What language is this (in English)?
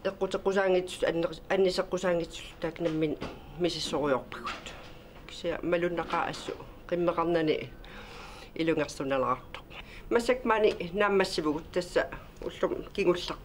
Kalaallisut